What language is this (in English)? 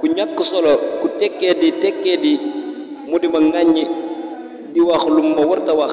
Wolof